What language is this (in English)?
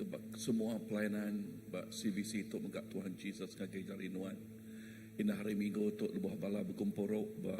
Iban